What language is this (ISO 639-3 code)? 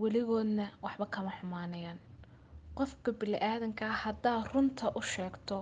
som